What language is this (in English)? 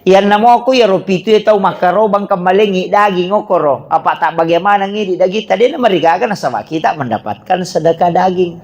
Buginese